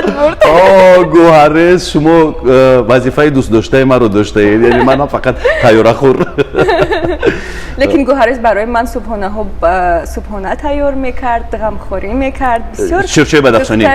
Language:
Tajik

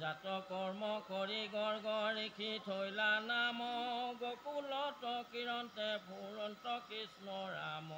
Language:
Assamese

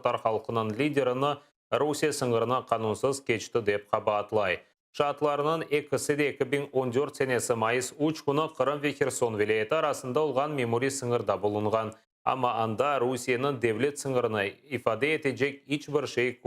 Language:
Crimean Tatar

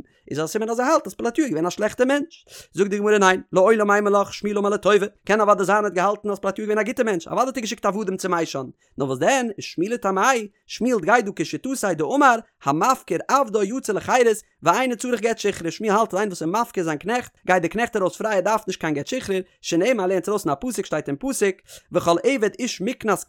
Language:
Yiddish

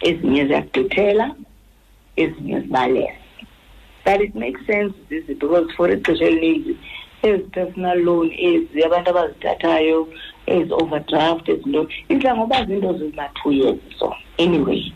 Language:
Xhosa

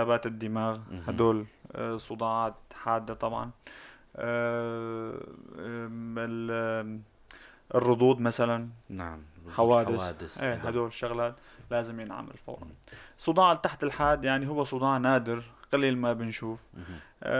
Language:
North Levantine Arabic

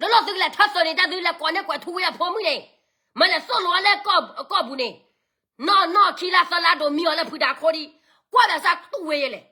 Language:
S'gaw Karen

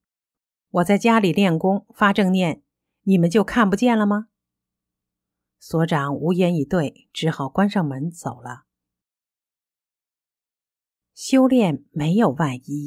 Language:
Chinese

